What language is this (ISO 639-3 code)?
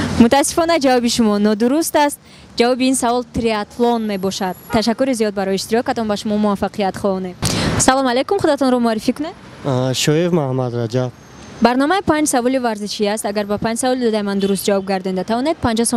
tgk